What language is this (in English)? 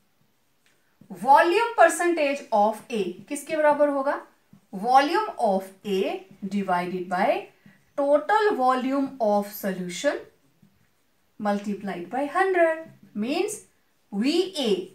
Hindi